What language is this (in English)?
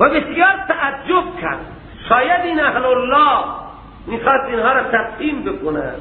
Persian